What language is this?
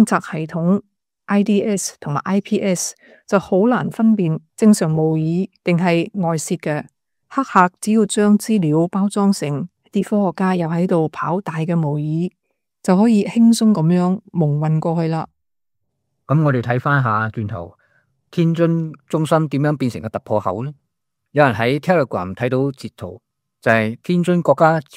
Cantonese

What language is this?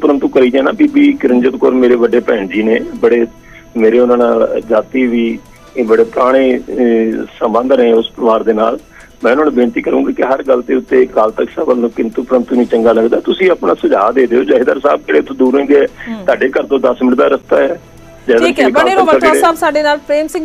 Punjabi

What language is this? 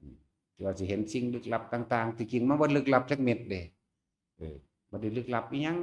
Northeastern Thai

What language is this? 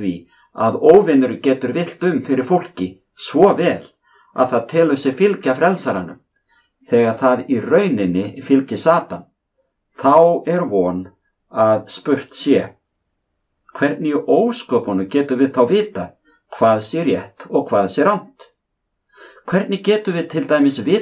Icelandic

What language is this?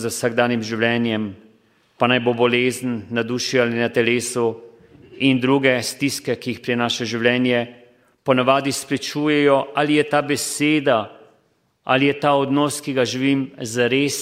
Slovenian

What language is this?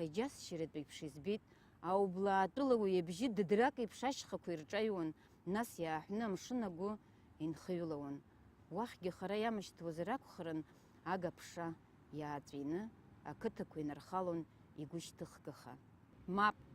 Abkhazian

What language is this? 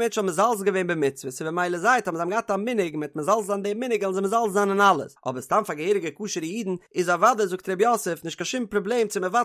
Yiddish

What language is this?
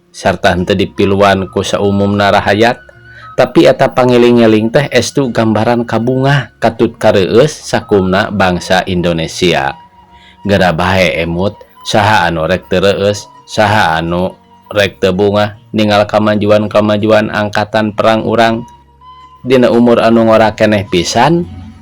Sundanese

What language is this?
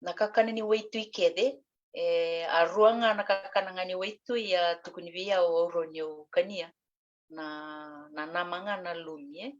Fijian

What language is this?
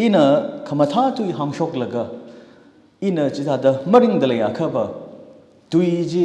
Tangkhul Naga (India)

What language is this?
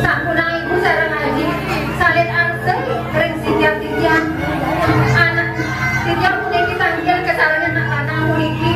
Balinese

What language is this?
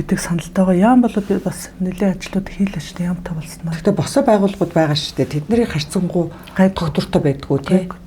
Mongolian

